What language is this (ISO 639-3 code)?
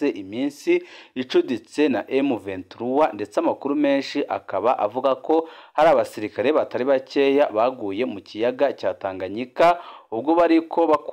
run